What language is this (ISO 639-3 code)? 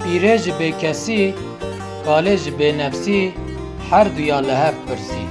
kur